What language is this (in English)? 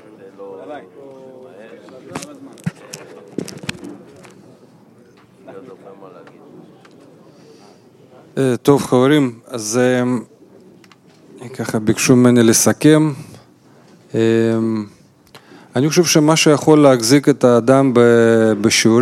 Hebrew